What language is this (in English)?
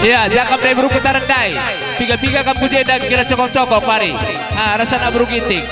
Batak Karo